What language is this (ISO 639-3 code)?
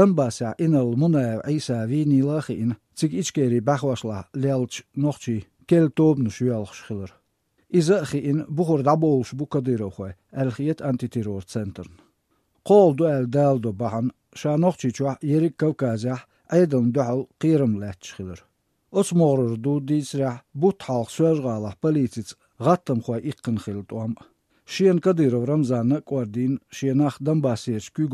che